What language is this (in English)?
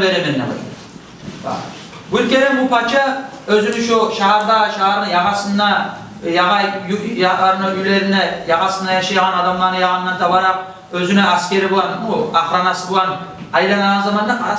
Kumyk